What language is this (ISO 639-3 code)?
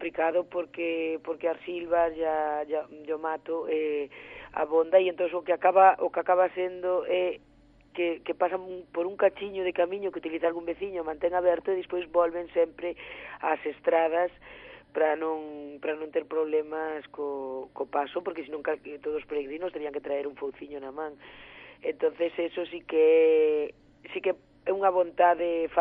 glg